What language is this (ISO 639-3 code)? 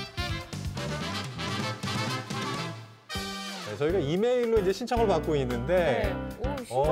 kor